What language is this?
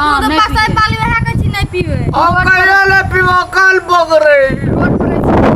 Maithili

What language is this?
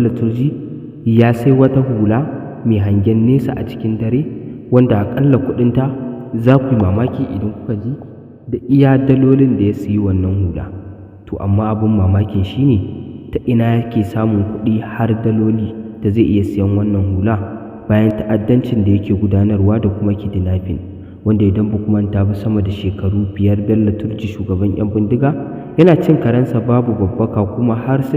Hausa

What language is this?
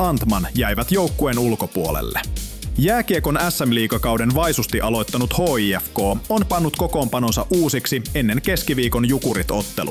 Finnish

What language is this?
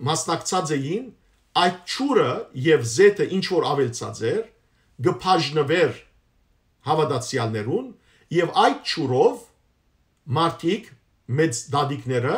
Western Armenian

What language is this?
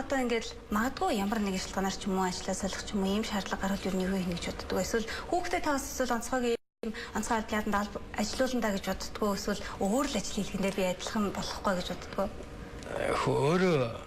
Mongolian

